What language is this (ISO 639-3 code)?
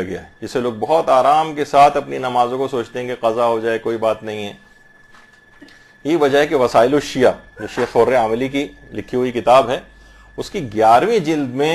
urd